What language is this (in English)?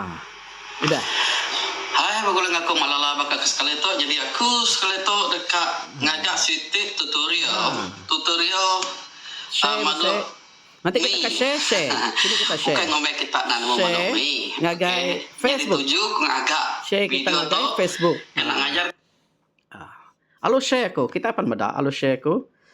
Iban